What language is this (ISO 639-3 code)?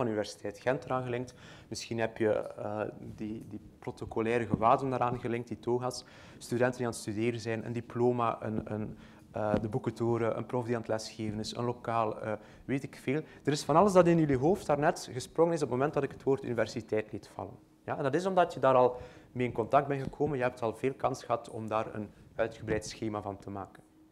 nld